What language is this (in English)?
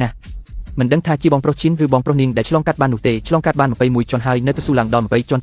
Khmer